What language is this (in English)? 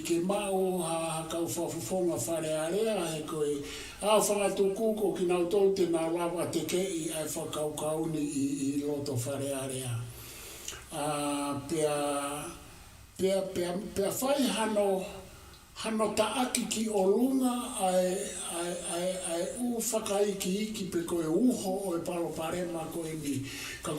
Tongan